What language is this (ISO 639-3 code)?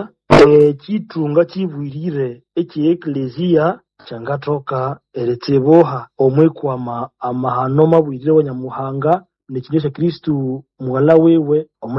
nnb